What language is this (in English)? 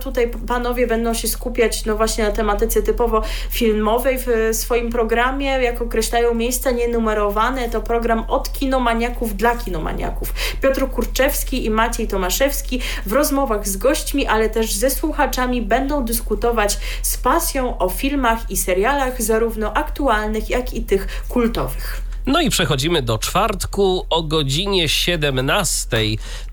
Polish